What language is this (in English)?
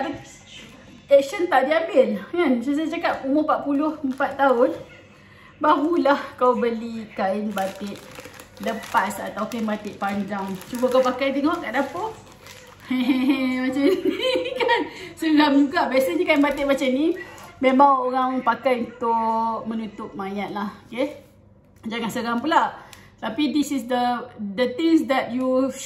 Malay